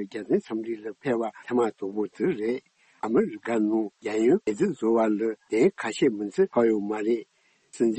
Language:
Tibetan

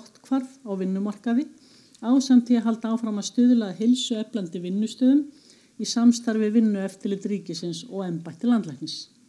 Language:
Icelandic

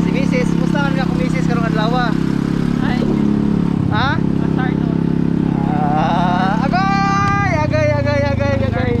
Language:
Cebuano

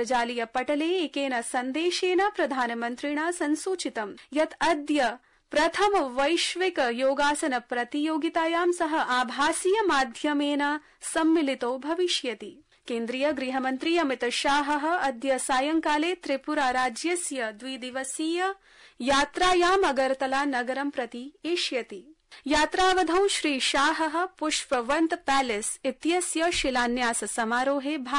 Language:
Sanskrit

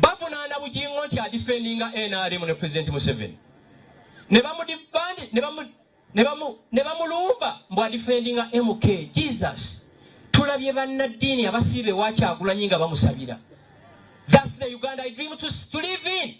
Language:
Ganda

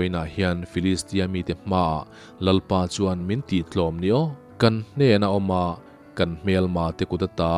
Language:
Mizo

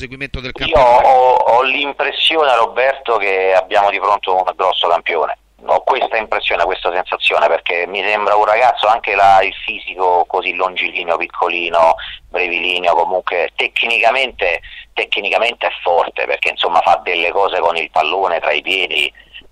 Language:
Italian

